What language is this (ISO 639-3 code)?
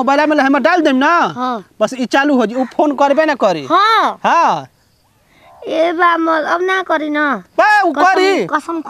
bho